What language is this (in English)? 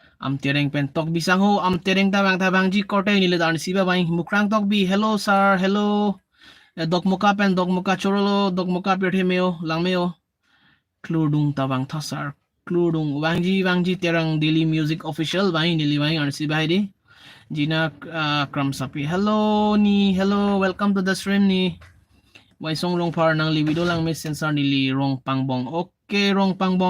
Karbi